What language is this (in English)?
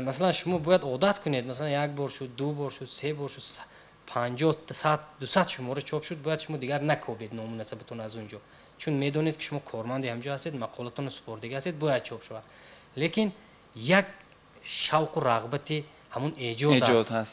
Tajik